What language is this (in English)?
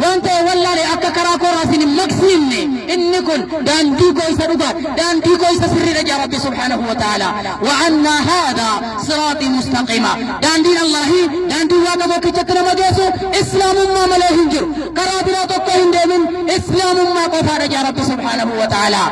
Oromo